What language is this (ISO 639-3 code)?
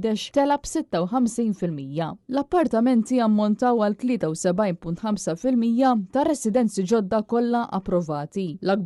mlt